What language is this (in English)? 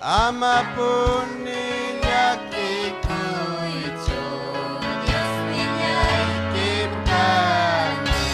Ayacucho Quechua